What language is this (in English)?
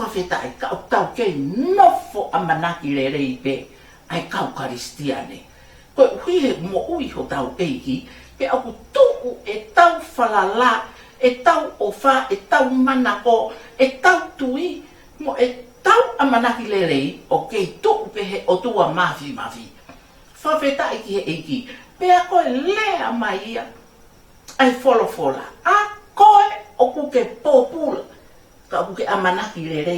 Tongan